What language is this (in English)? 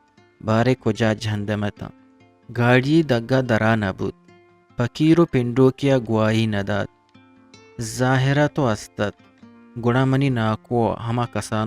Eastern Balochi